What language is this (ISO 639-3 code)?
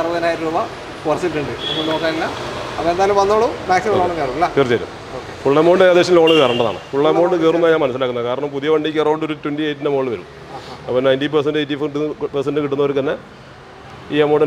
mal